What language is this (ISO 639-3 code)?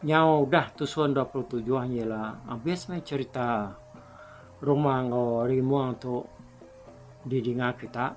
iba